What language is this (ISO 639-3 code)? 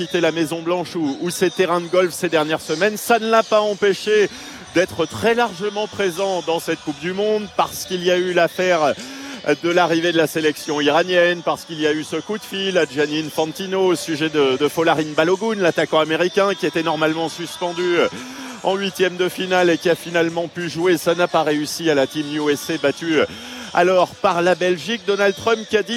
fra